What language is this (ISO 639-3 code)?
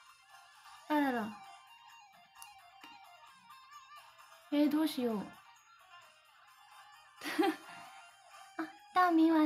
zho